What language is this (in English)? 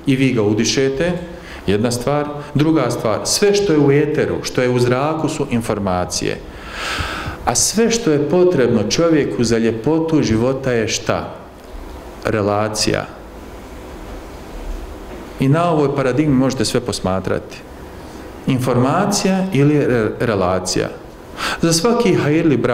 Bosnian